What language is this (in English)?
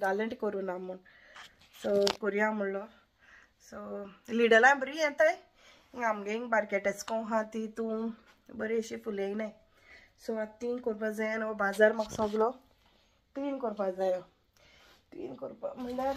Konkani